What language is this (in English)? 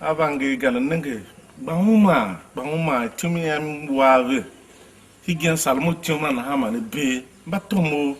Tiv